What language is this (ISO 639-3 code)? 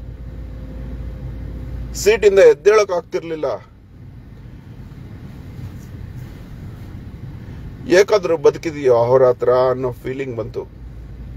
kan